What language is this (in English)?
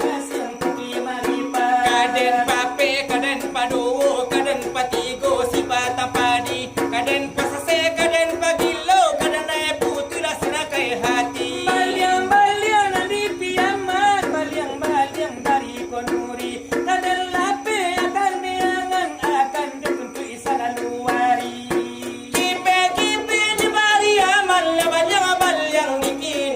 Minangkabau